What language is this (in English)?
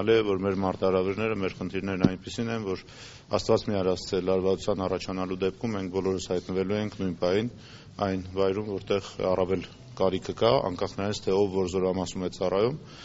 Armenian